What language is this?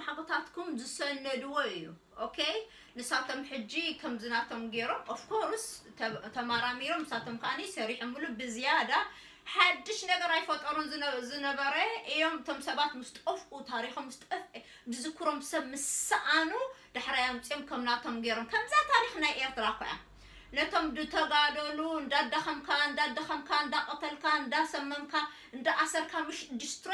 Tigrinya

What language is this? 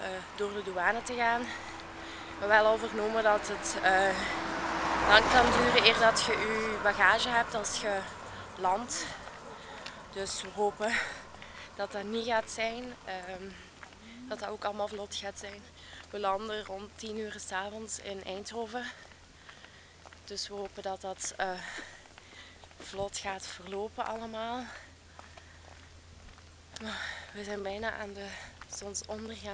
Dutch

